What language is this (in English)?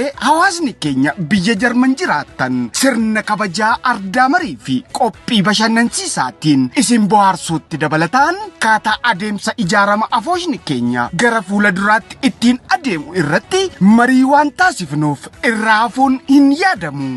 Oromo